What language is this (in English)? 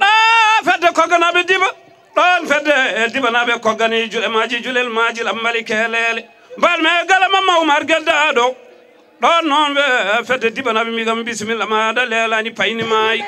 Fula